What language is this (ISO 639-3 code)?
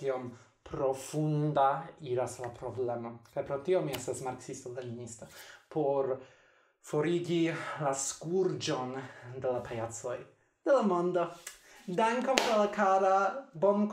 epo